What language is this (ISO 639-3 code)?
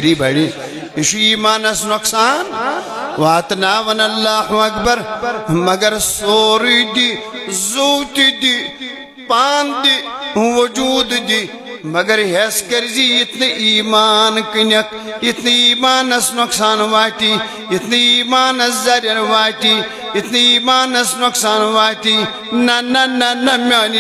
kas